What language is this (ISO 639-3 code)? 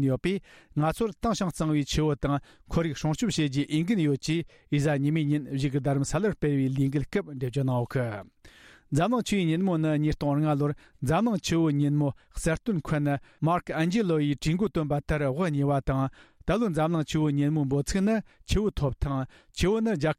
bod